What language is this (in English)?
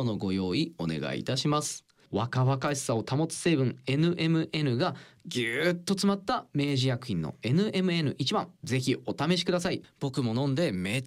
Japanese